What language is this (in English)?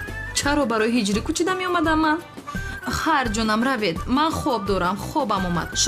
Tajik